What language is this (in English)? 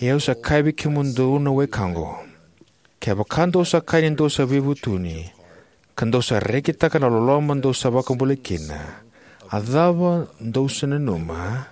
Fijian